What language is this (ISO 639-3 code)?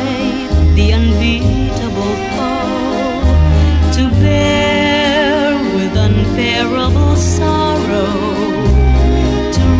eng